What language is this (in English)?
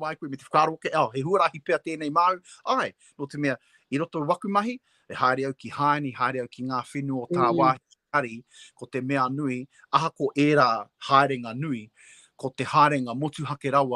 Māori